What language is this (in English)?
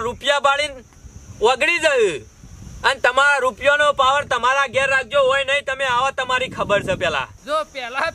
Gujarati